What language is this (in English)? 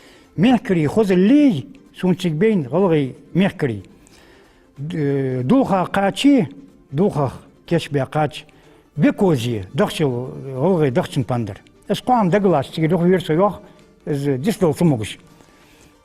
Ingush